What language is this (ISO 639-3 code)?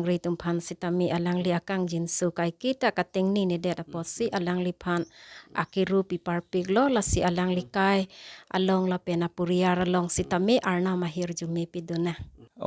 mjw